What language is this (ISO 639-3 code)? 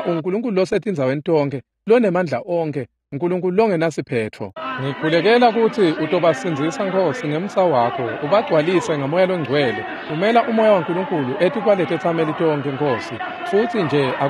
ssw